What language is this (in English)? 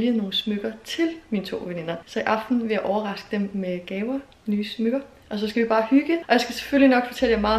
Danish